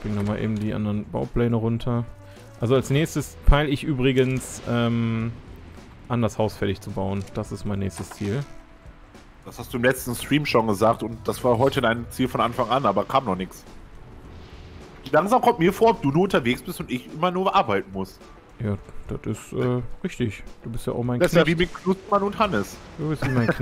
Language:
German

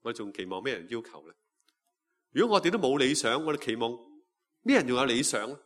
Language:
Cantonese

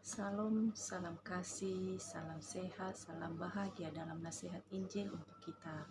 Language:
Nias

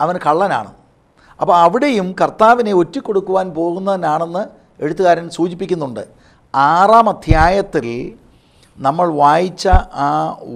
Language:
Malayalam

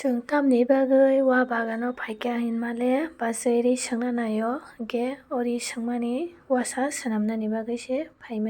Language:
Kok Borok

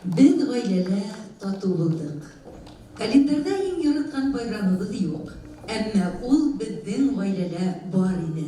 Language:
Bashkir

